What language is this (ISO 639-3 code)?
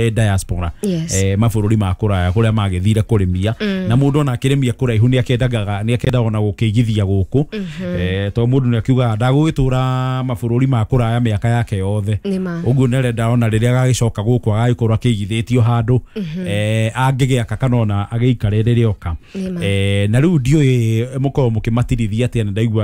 kik